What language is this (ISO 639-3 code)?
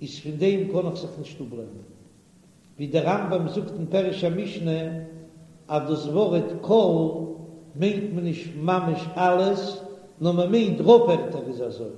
yid